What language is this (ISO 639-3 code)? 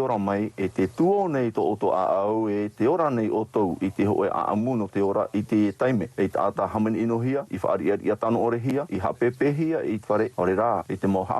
tah